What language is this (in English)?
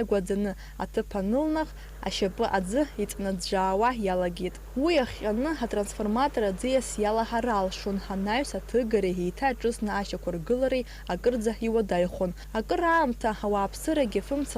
Abkhazian